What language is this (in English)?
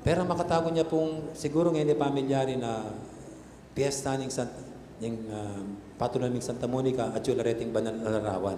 Pampanga